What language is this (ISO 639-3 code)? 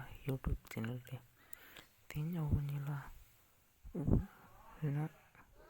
sat